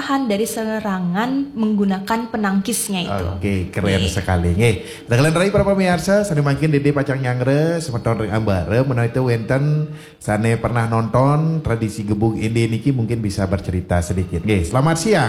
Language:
Balinese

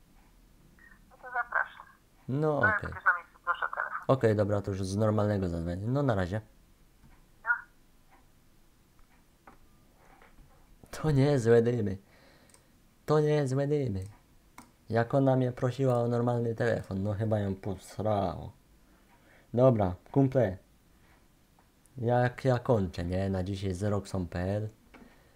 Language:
Polish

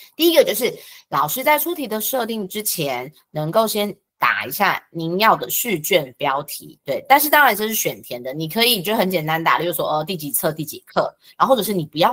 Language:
Chinese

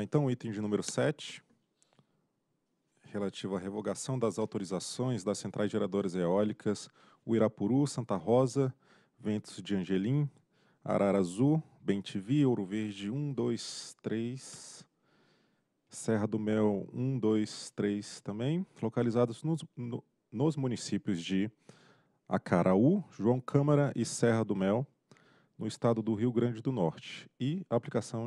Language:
Portuguese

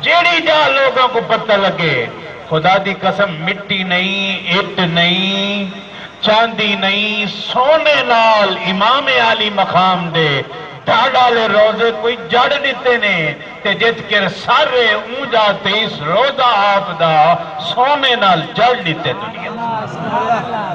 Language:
Saraiki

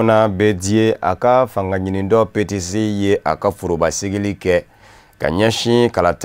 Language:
Bambara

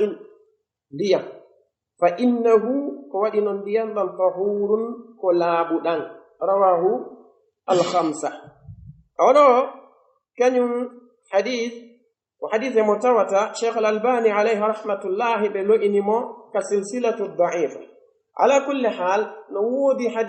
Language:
Pular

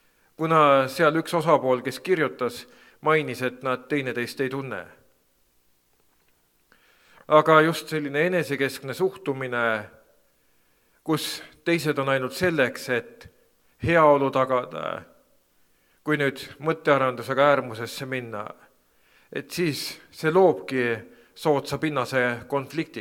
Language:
Estonian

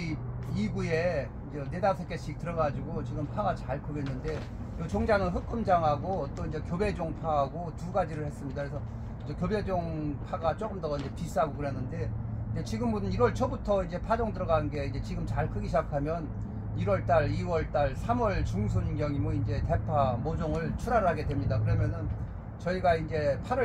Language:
Korean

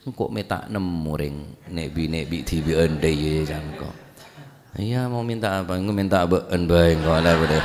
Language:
Madurese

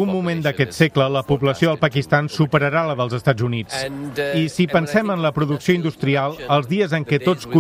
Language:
Catalan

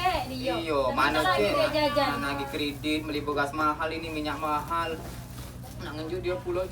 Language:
Musi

